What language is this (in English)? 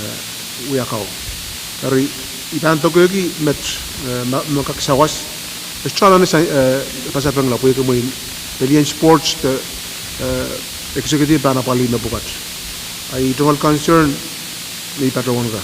Pohnpeian